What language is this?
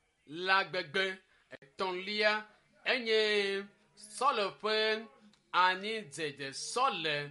Ewe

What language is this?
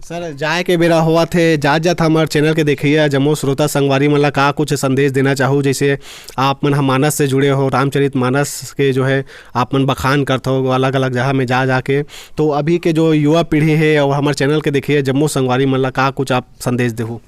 Chhattisgarhi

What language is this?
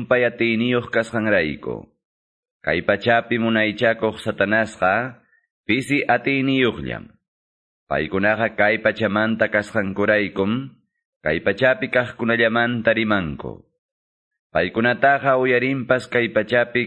Ayacucho Quechua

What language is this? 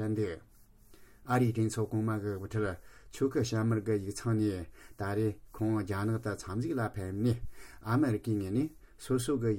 Tibetan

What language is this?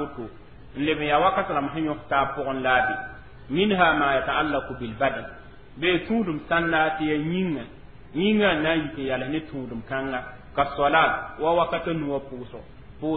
Mossi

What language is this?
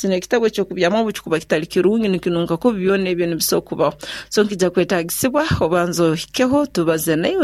Nyoro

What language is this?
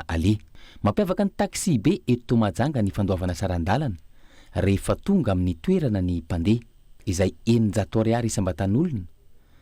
Malagasy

